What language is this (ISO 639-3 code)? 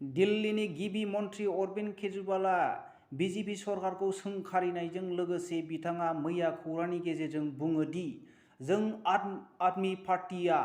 brx